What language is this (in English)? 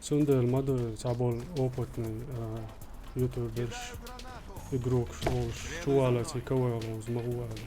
Chechen